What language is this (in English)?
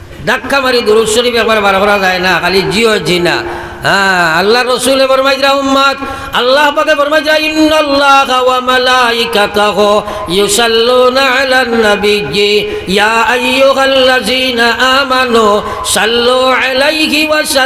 Sylheti